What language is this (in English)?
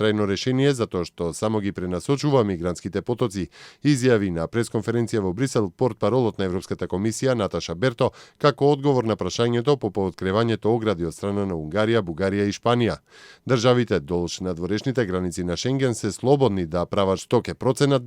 Macedonian